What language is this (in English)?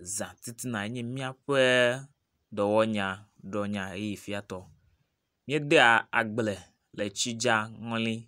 Ewe